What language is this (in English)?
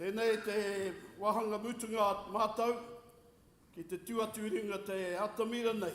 Māori